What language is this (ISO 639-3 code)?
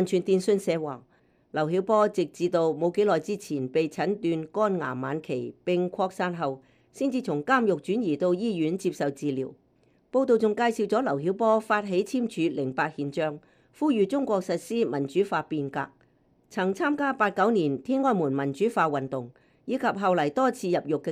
yue